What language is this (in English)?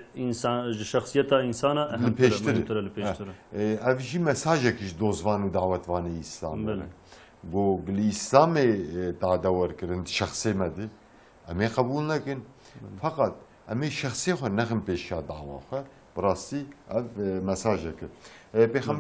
Kurdish